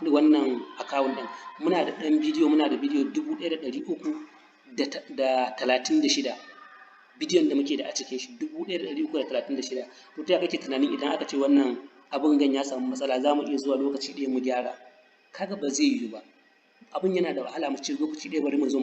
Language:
Hausa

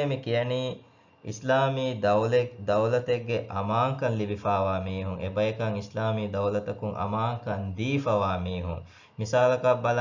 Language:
Divehi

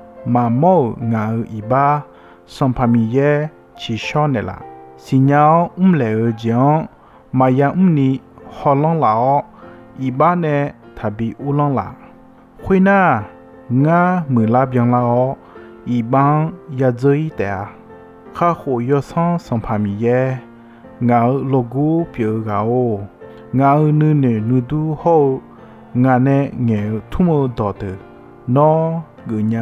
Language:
Akha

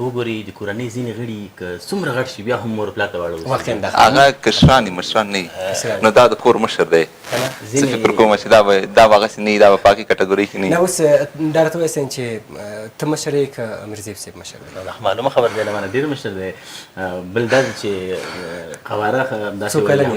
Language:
Pashto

